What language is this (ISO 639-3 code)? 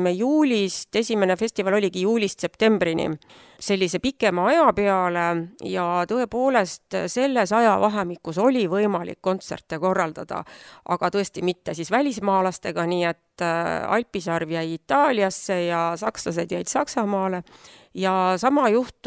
est